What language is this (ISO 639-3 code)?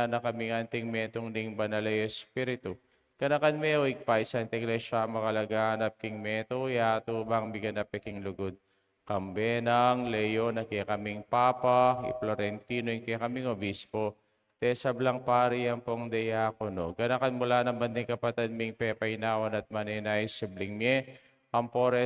pam